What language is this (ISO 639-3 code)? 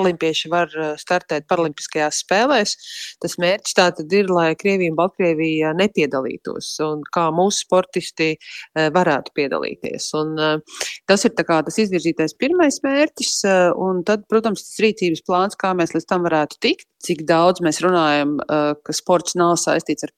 lav